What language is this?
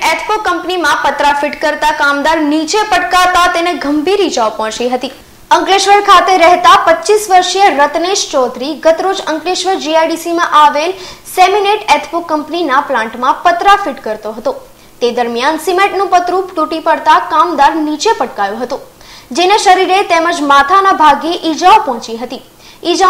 Gujarati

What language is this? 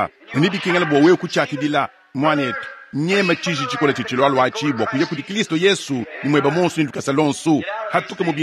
Luba-Lulua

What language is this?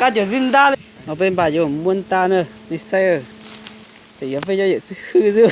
Hmong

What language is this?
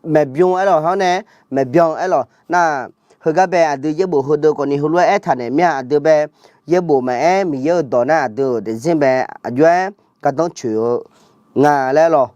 Akha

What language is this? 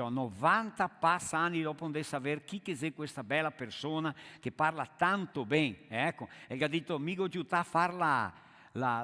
Venetian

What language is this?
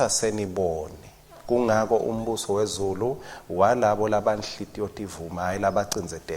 Swati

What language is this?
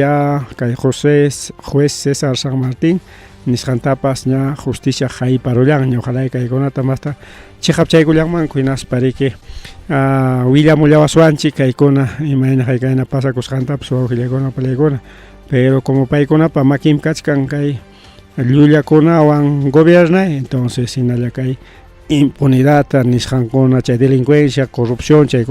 Ayacucho Quechua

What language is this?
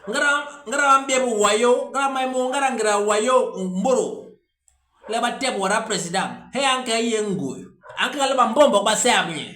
Basaa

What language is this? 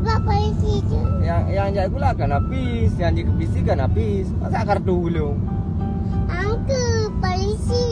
Achinese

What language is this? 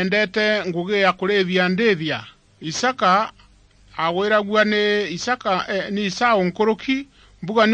Meru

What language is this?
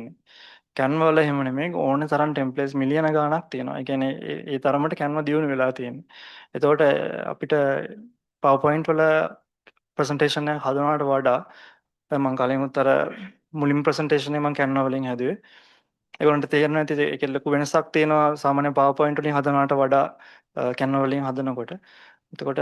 Sinhala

